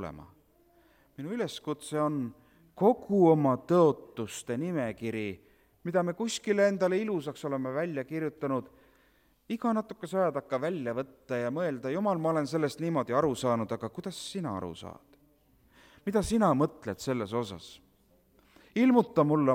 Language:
Estonian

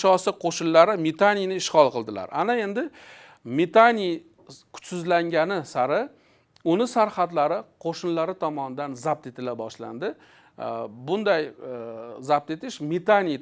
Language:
Uzbek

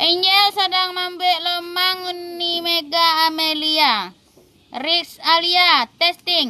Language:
Minangkabau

